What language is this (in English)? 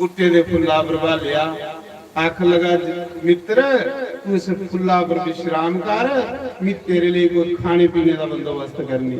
Dogri